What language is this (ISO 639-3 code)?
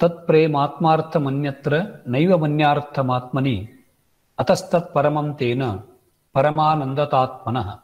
san